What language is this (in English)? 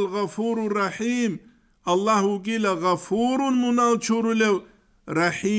Avaric